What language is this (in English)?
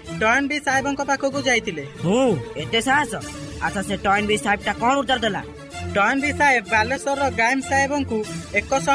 Odia